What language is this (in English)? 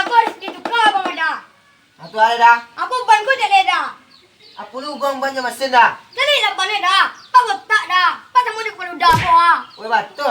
Minangkabau